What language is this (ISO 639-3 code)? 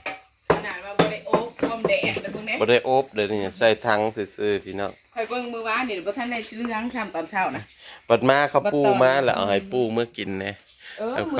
tts